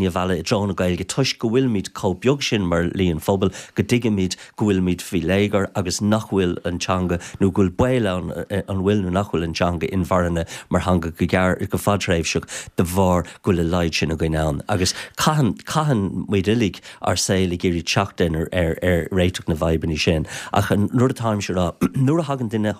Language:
Irish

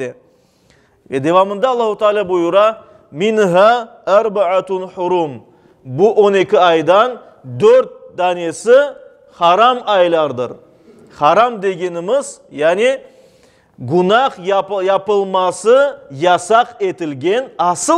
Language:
Crimean Tatar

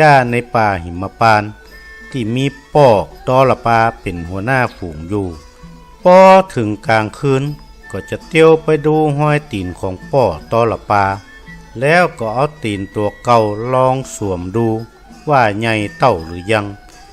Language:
Northern Thai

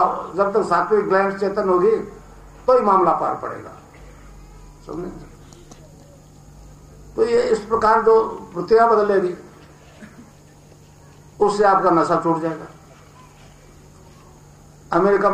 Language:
Hindi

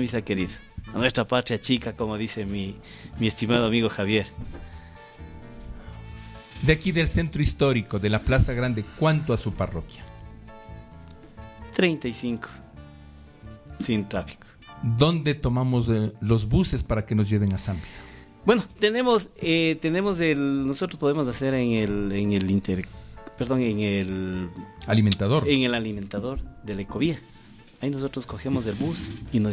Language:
Spanish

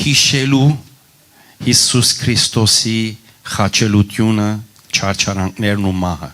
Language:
Western Armenian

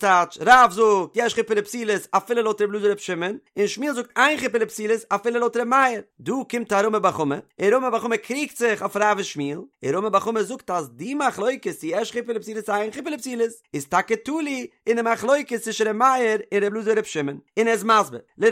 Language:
Yiddish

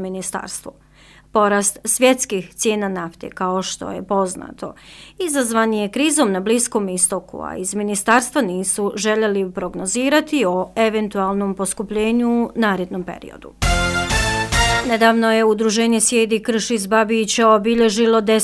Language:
Bosnian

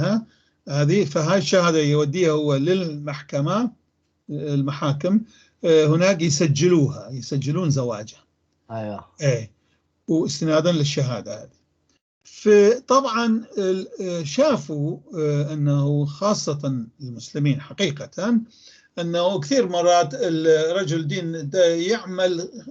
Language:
North Levantine Arabic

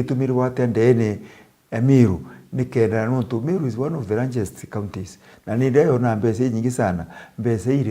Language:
Meru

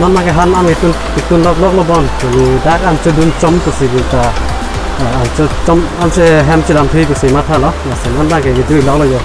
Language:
Karbi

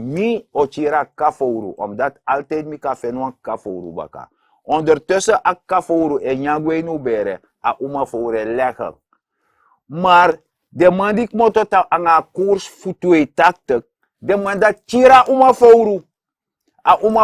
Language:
Sranan Tongo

